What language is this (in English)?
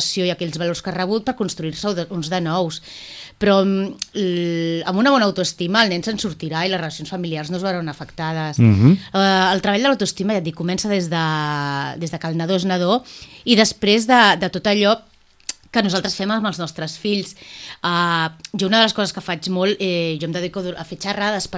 Catalan